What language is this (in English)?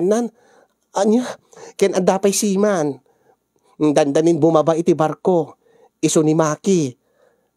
Iloko